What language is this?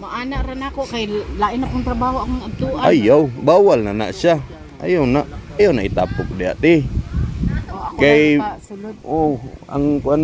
Cebuano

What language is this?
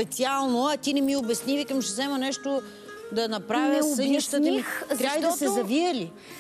Bulgarian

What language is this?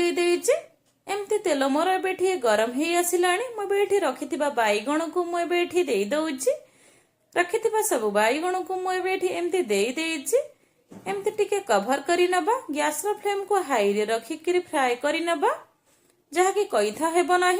Odia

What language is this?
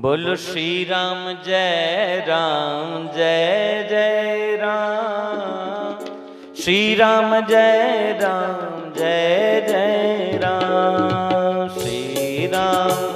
Dogri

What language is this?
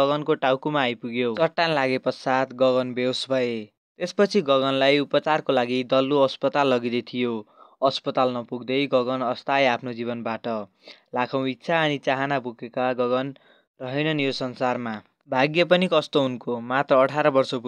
Nepali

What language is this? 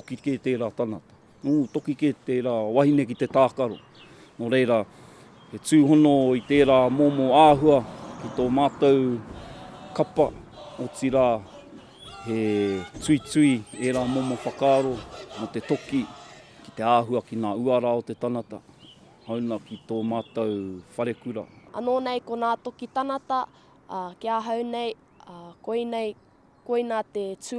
Māori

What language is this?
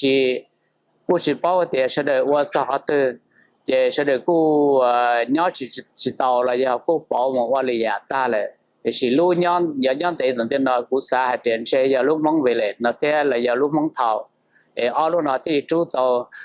Hmong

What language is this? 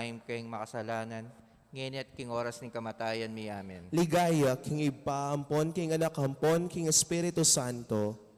Pampanga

